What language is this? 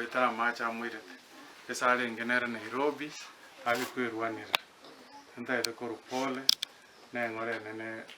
Gusii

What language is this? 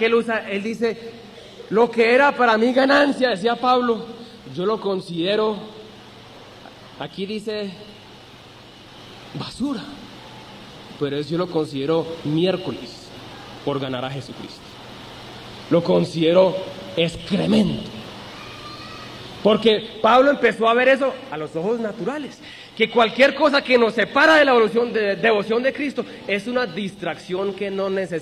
Spanish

